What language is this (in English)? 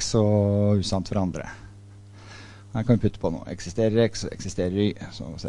Norwegian